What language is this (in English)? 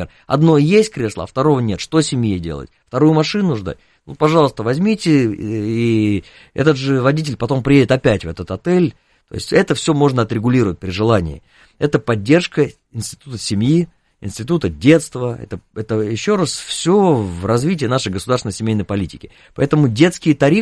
Russian